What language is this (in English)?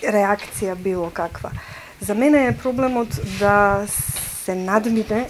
Macedonian